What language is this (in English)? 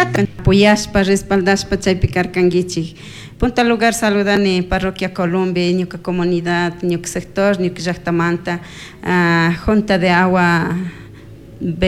Chimborazo Highland Quichua